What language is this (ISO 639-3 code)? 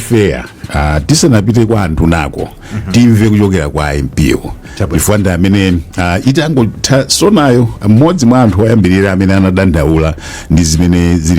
nya